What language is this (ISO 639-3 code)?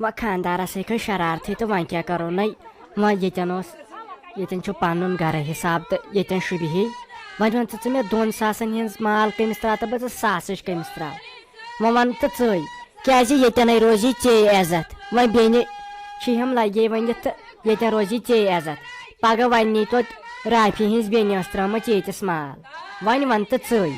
kas